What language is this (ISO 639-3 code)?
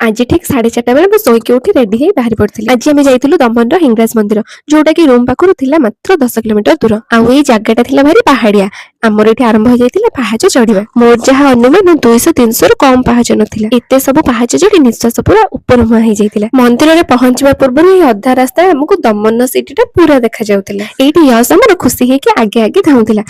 ori